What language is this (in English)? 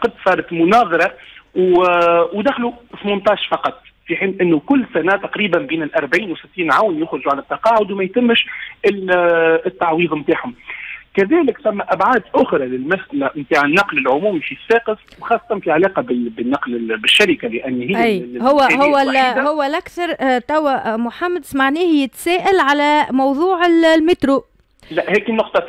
Tunisian Arabic